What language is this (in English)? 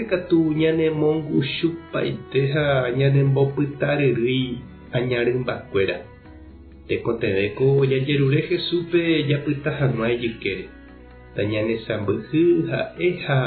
Guarani